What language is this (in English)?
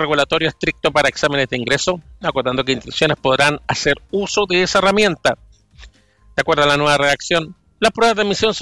Spanish